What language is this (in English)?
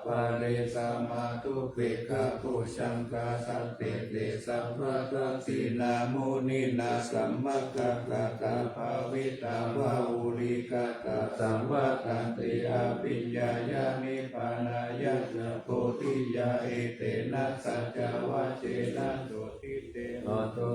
Pali